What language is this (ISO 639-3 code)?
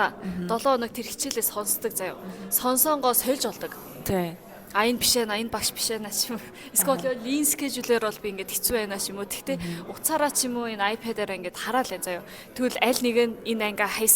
mon